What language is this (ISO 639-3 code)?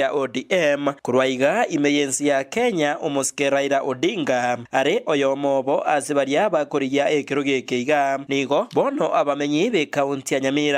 guz